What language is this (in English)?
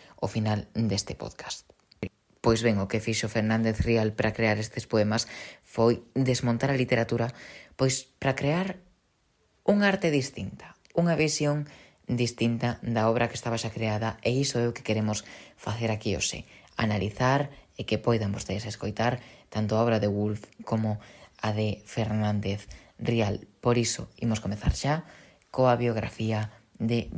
Galician